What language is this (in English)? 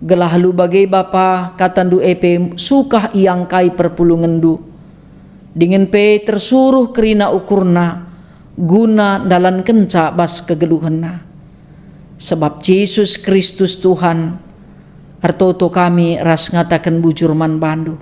Batak Karo